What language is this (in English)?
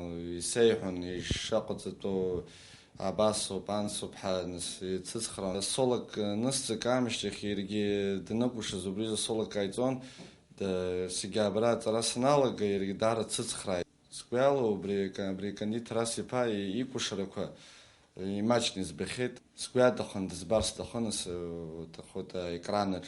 Abkhazian